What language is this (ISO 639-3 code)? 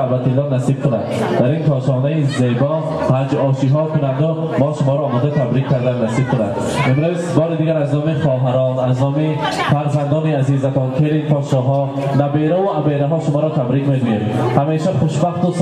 fas